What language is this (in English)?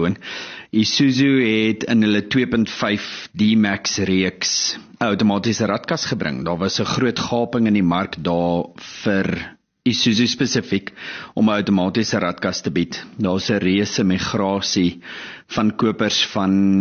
Afrikaans